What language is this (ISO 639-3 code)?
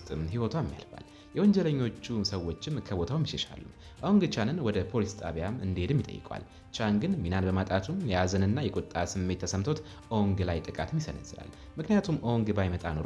amh